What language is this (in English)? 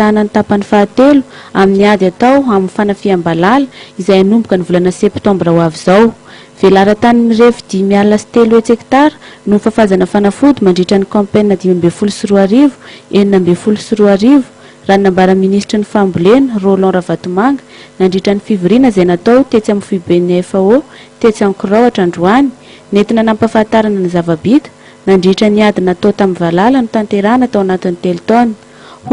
Malagasy